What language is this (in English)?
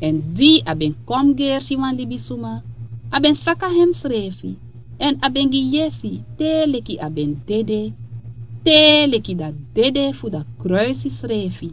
Sranan Tongo